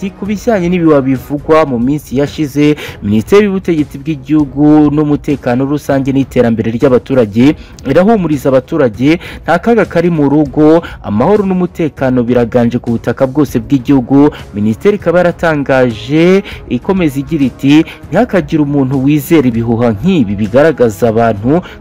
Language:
Kinyarwanda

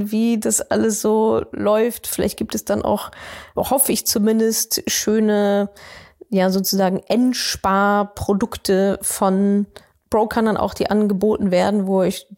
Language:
German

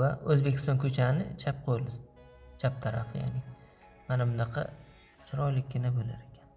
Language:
Uzbek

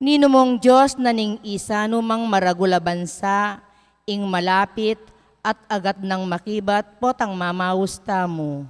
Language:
Pampanga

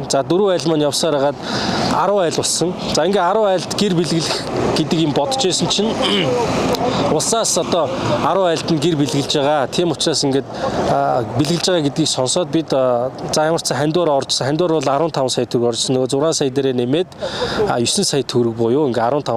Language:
Mongolian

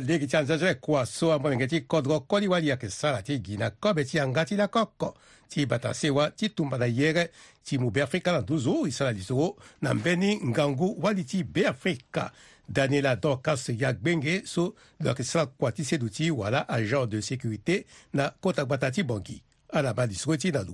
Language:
Sango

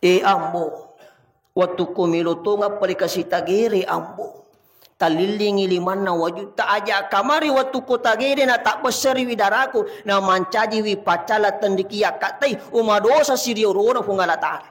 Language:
Buginese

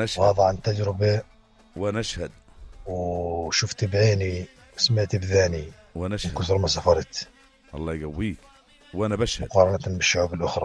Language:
North Levantine Arabic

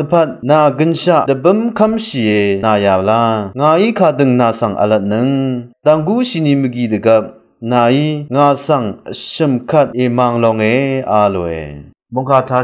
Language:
Rawang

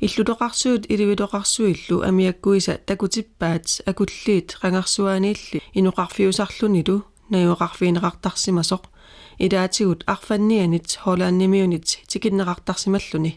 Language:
Kalaallisut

